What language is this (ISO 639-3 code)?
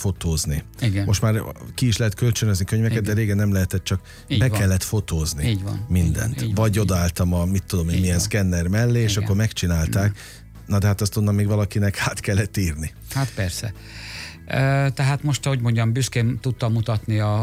hun